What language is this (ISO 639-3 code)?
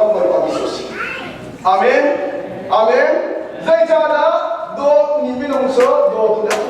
cnh